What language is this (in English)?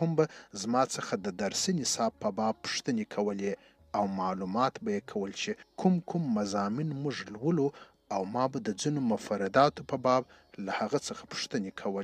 Pashto